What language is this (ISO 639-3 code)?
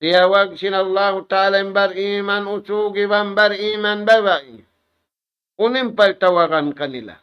tsg